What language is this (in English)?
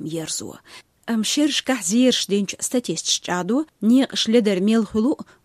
Chechen